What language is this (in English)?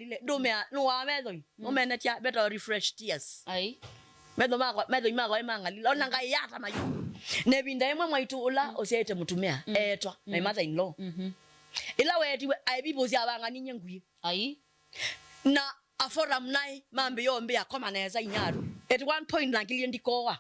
Kamba